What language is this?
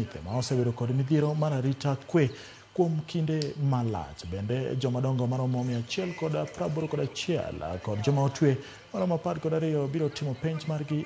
Luo (Kenya and Tanzania)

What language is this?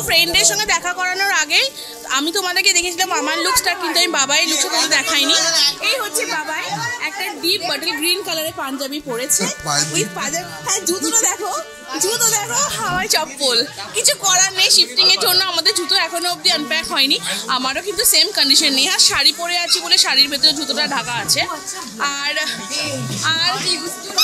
Bangla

